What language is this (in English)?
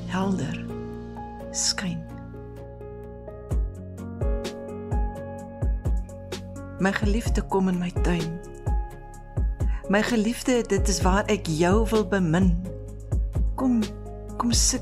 Afrikaans